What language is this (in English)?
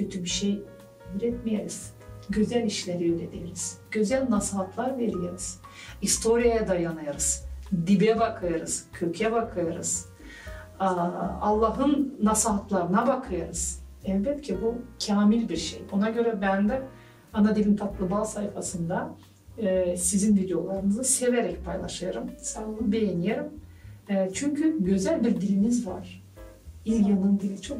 Gagauz